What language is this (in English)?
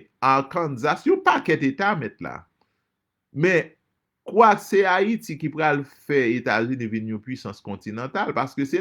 Haitian Creole